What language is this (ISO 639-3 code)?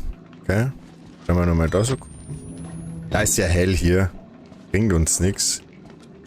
bar